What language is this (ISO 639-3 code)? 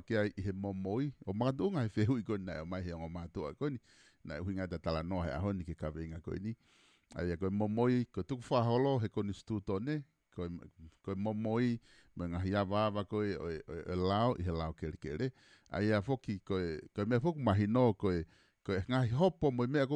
ton